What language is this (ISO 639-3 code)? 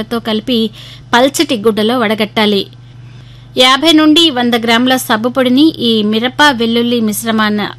tel